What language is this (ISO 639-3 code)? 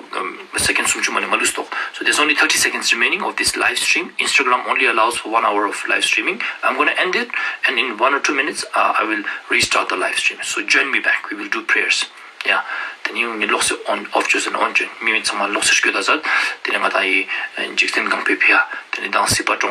lbj